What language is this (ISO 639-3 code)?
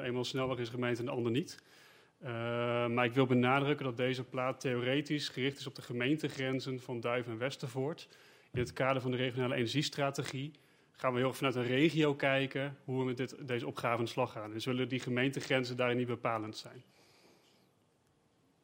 nld